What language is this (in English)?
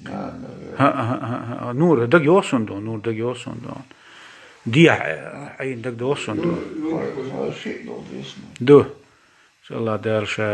Chechen